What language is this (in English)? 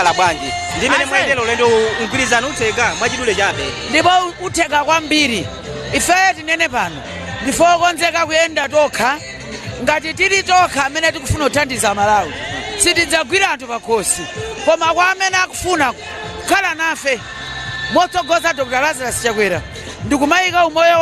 Nyanja